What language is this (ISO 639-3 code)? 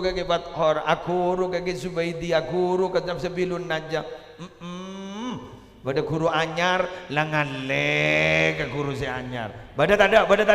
mad